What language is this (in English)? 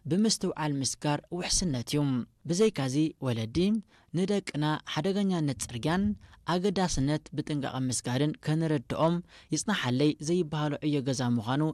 Tigrinya